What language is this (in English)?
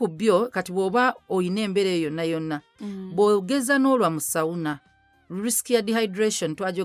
Ganda